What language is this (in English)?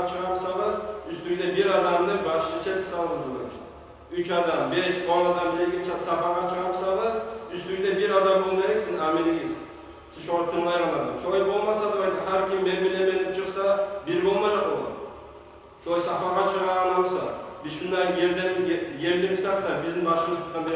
Kumyk